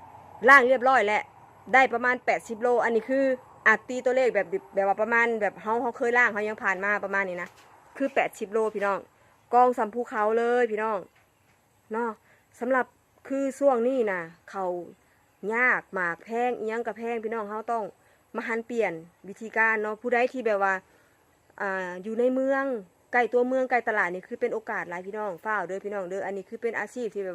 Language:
Northeastern Thai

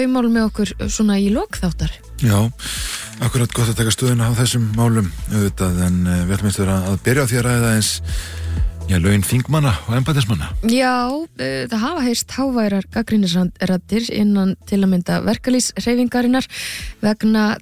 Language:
Icelandic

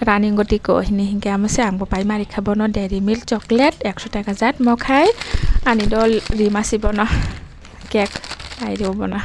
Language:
Kok Borok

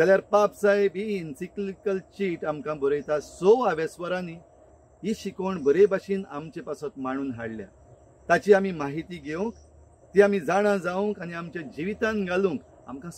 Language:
Konkani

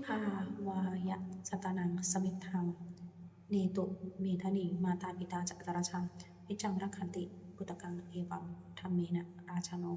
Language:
Pali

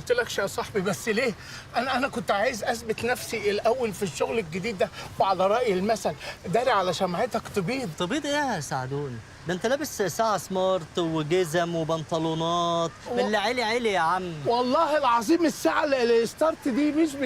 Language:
Egyptian Arabic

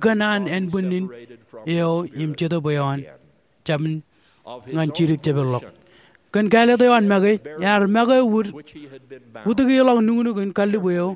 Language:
Marshallese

